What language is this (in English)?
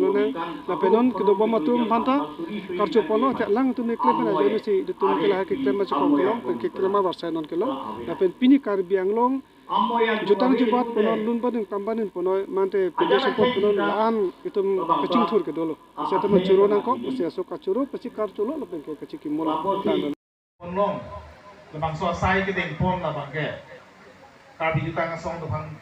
Karbi